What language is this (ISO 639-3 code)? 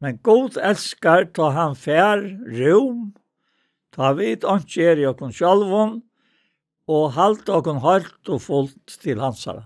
fao